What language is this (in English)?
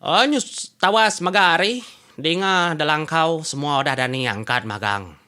Iban